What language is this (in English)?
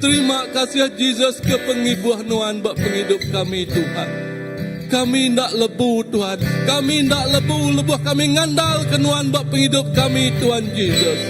Iban